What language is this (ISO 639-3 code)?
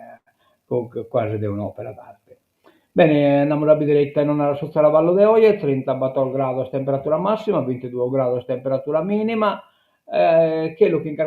srd